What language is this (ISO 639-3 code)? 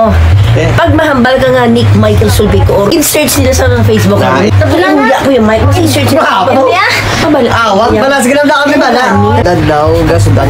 hil